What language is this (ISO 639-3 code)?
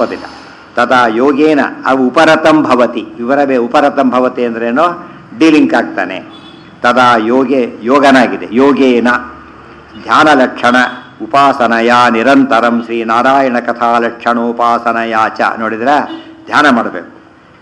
kan